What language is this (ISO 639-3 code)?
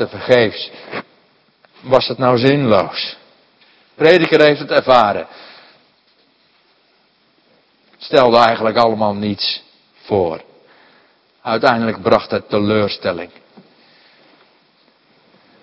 nld